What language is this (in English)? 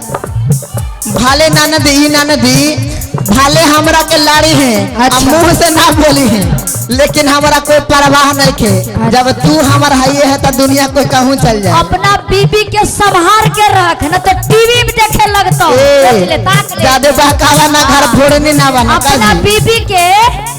Magahi